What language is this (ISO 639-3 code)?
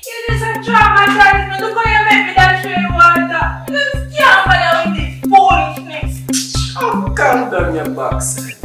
jam